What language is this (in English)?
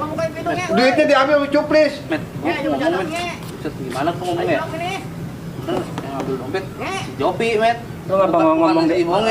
Betawi